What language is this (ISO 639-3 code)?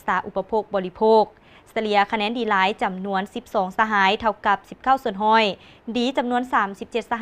lao